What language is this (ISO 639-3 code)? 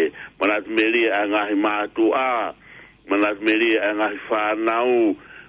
ton